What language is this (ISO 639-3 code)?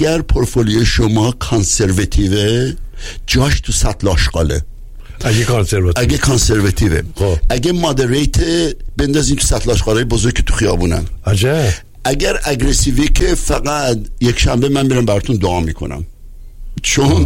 fas